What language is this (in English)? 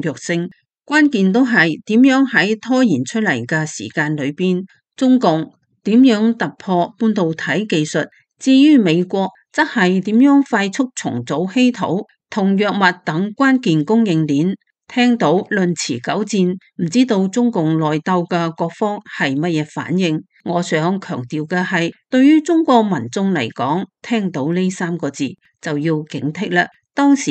Cantonese